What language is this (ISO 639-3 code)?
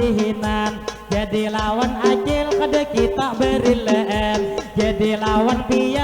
bjn